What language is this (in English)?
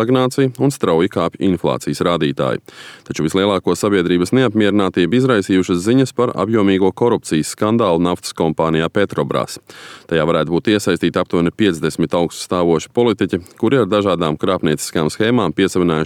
Latvian